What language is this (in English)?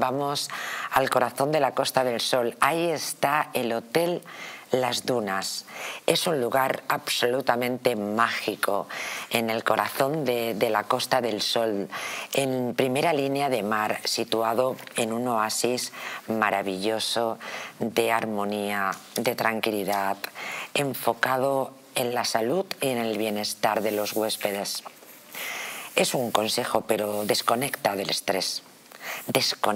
Spanish